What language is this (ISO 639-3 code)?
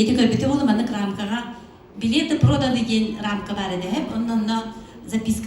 sah